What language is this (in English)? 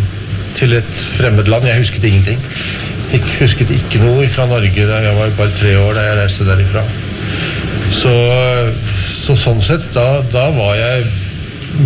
Norwegian